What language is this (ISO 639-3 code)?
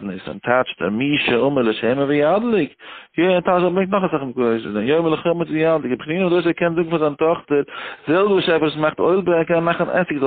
yid